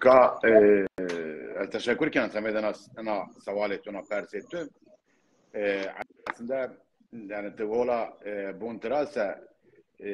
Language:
Zaza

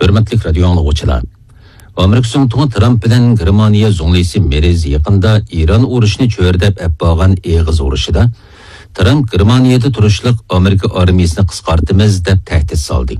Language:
Uyghur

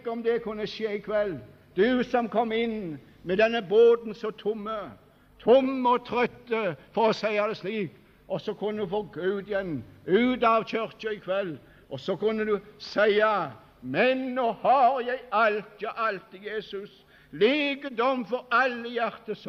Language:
Norwegian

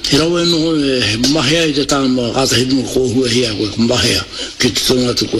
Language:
Māori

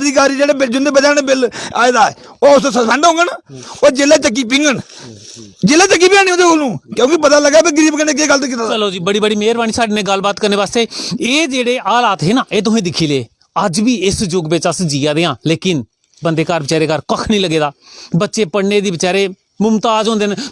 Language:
Dogri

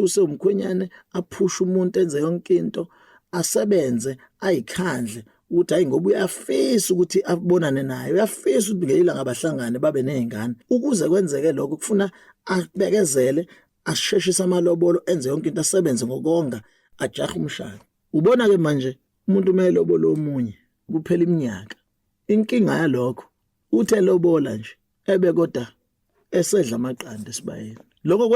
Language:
Zulu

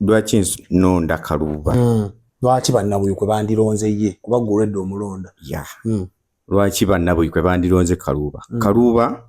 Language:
Ganda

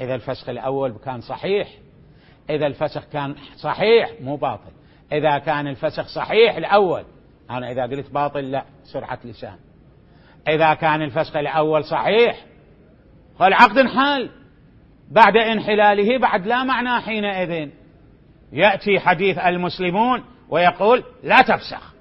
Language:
Mesopotamian Arabic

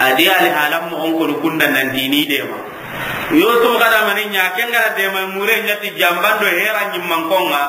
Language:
Soninke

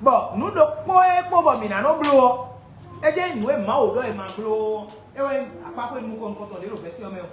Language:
Fon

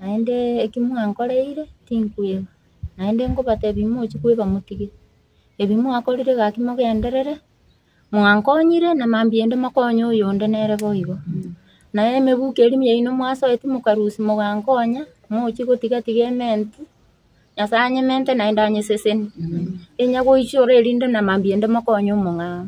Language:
Gusii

